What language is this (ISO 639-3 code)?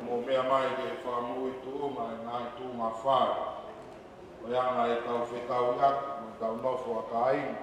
ton